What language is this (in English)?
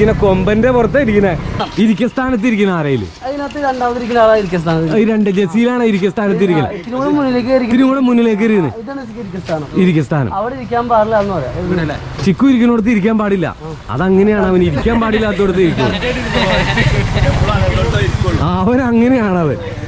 Malayalam